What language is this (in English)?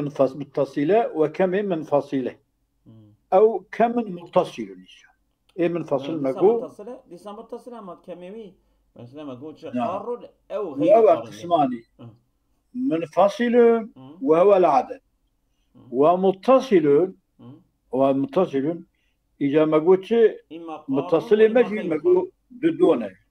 Kurdish